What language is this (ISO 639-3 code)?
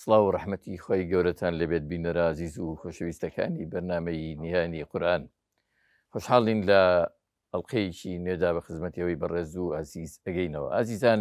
ckb